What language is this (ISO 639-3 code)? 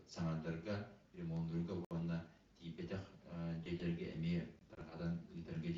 sah